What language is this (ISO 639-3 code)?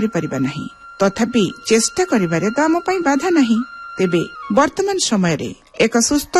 ori